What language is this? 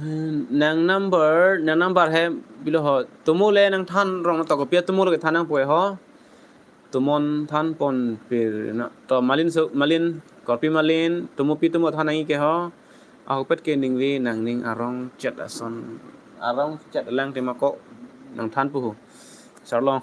Karbi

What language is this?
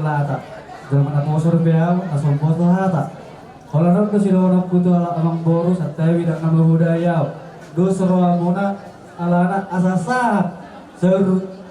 Batak Toba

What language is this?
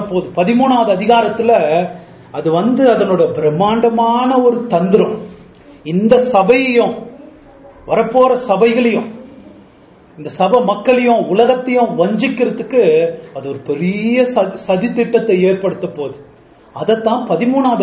Tamil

